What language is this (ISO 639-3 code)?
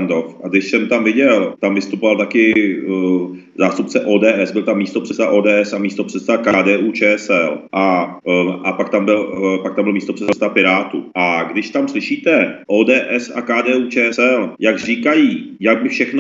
ces